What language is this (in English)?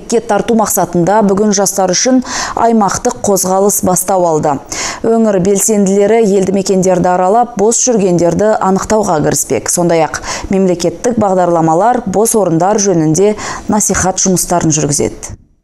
Kazakh